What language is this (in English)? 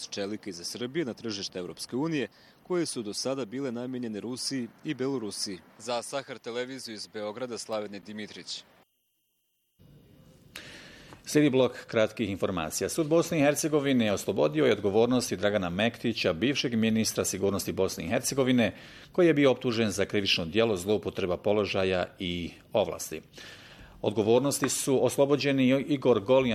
Bosnian